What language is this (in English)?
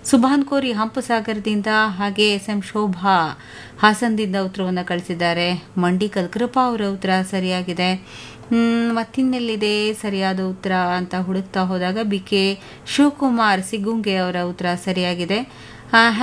Kannada